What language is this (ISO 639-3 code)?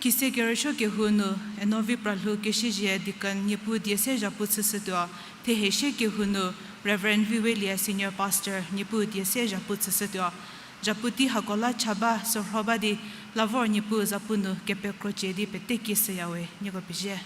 njm